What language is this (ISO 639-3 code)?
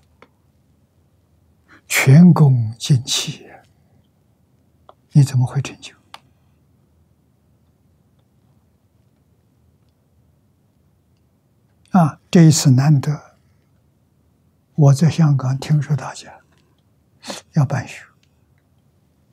zho